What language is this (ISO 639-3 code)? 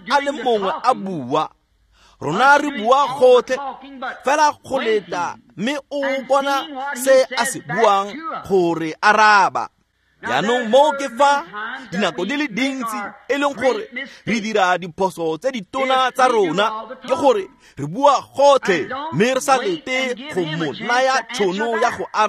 tsn